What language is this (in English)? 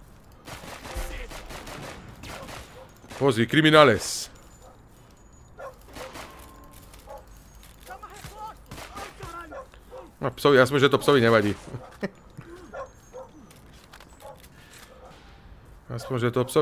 Slovak